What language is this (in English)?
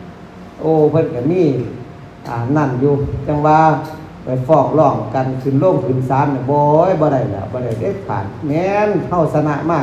Northeastern Thai